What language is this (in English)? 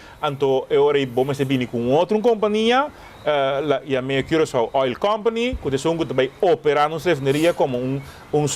Papiamento